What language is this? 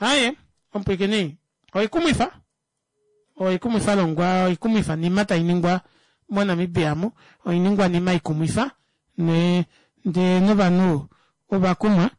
Kuanyama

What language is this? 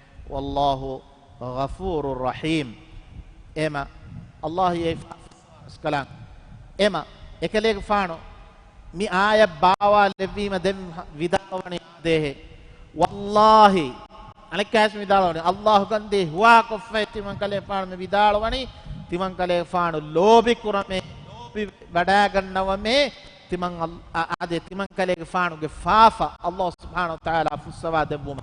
Divehi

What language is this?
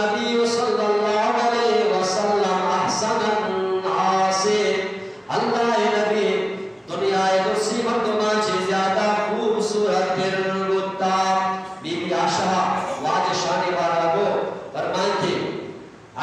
Eastern Balochi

